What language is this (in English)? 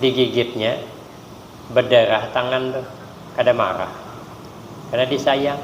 Banjar